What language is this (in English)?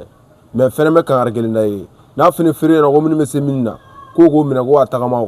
Bambara